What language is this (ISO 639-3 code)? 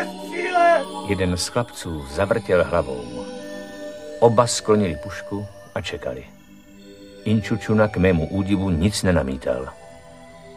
ces